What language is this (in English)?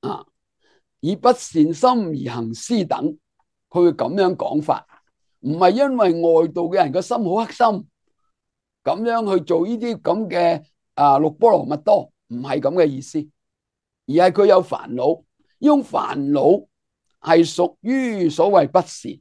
Cantonese